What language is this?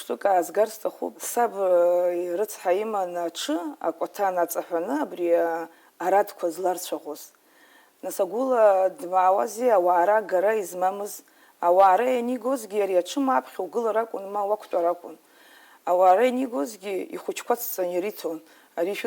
Abkhazian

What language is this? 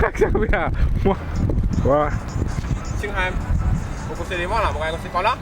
Morisyen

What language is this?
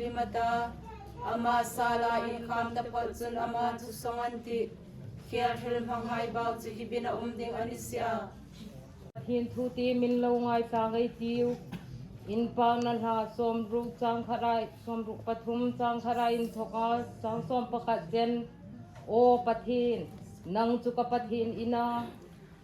Hmar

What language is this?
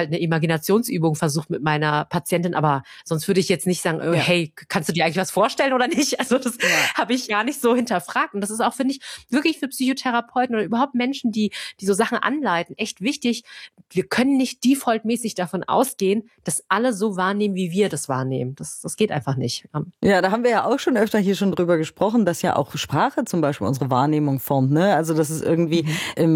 German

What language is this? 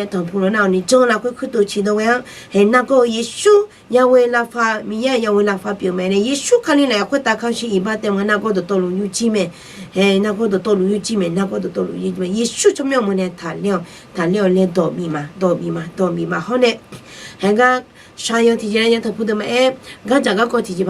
Akha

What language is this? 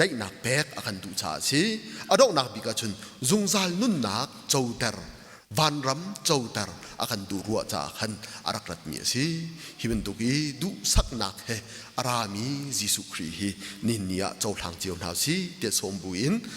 Hakha Chin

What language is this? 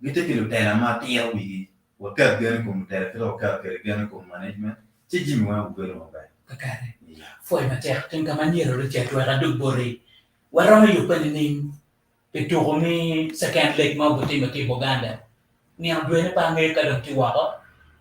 Acoli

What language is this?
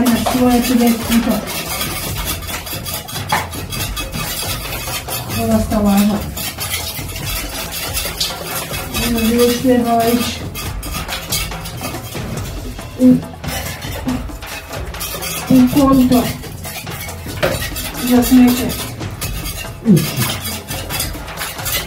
Croatian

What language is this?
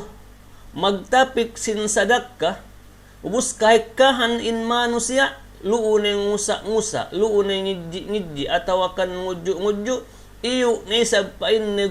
Yakan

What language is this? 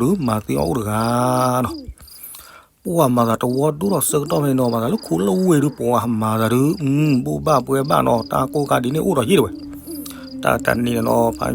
S'gaw Karen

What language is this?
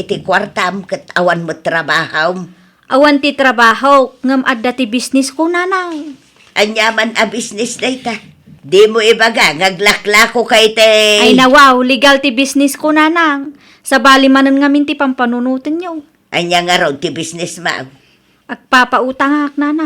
Iloko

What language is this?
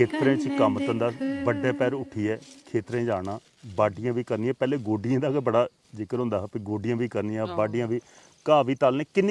Dogri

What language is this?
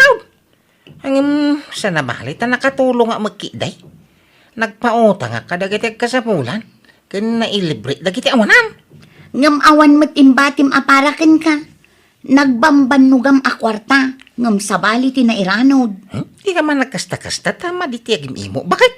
Iloko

